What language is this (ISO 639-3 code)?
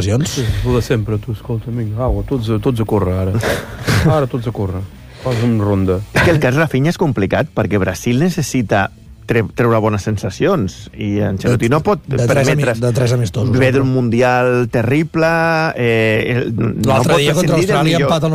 cat